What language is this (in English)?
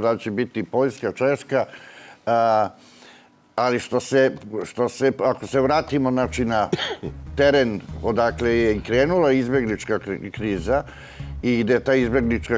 Serbian